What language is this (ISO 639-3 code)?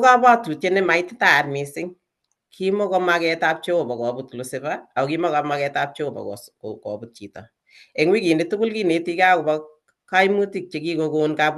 kln